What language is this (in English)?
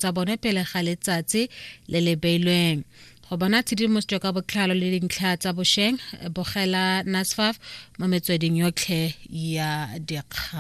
Tswana